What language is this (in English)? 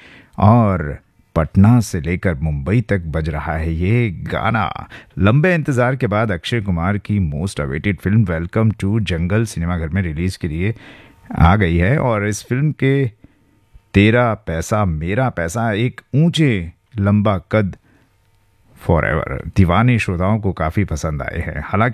Hindi